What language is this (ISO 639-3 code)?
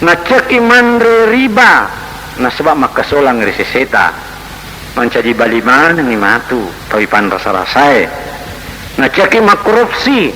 bug